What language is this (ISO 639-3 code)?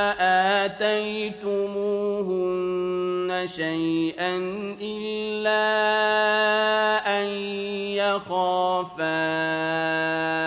ara